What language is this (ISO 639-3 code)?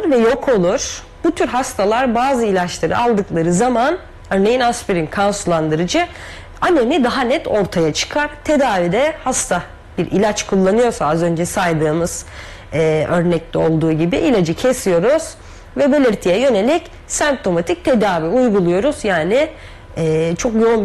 tur